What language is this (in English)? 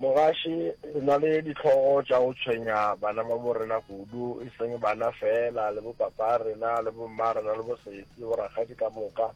Northern Sotho